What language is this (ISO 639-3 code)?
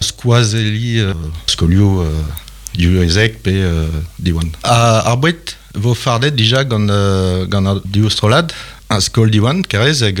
bre